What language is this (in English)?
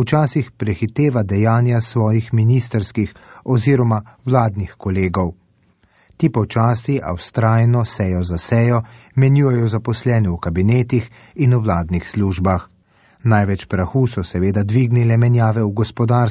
Slovenian